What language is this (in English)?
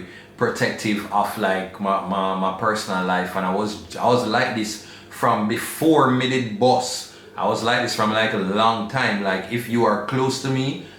Jamaican Creole English